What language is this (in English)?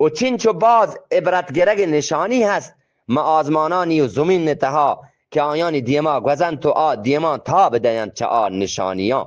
Eastern Balochi